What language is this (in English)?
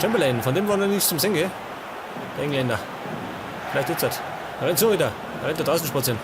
Bavarian